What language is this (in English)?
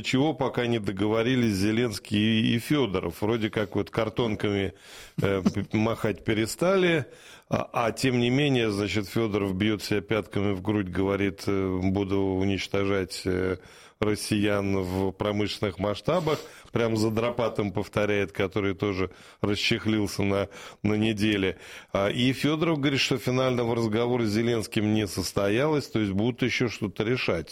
Russian